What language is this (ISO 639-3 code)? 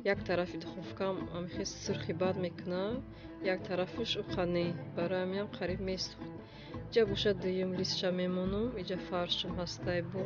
tgk